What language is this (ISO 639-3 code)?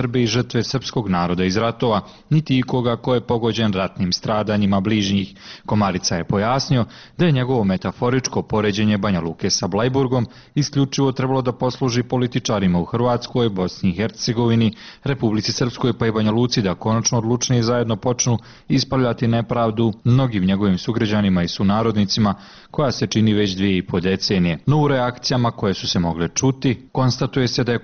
bos